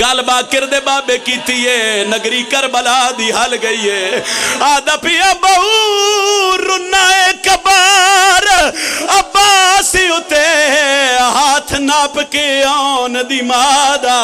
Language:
Pahari-Potwari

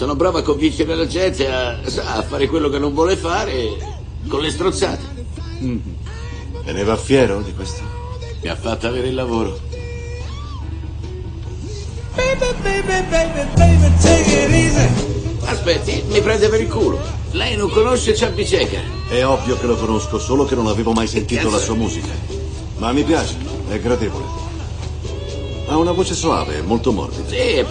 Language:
Italian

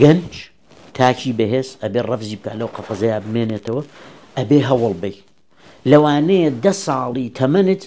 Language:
Central Kurdish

